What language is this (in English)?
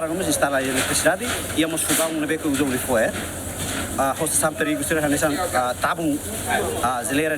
Tetum